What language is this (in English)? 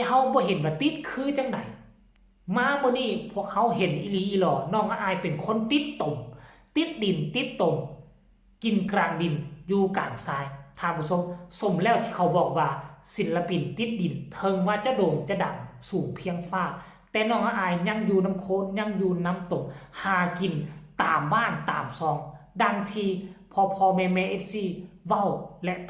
Lao